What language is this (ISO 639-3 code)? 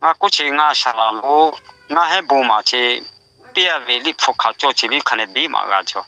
lhu